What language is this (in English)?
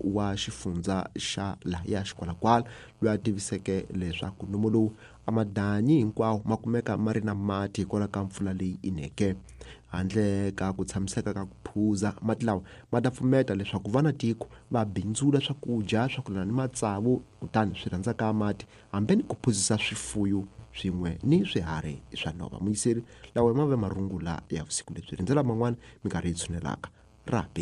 Tsonga